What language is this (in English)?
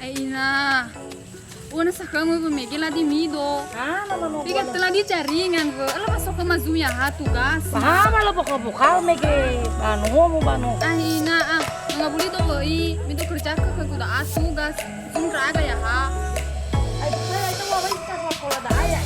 Nias